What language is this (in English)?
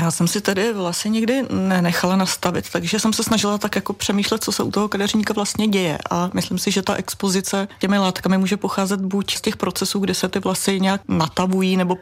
Czech